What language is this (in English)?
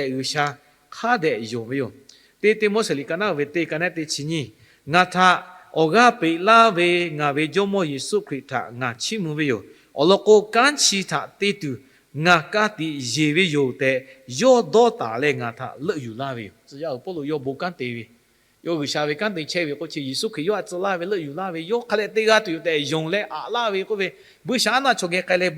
Lahu